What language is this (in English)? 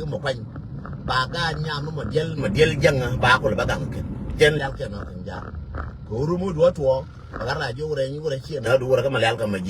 Nuer